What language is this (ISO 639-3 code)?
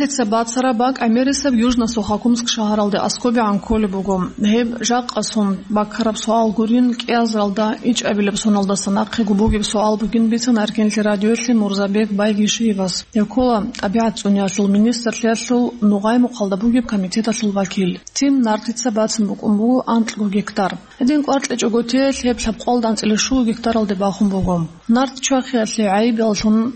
ava